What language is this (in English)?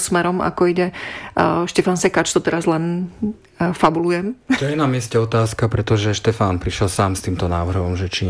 Slovak